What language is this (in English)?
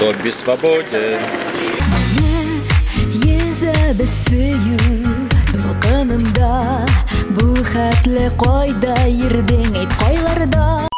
Tatar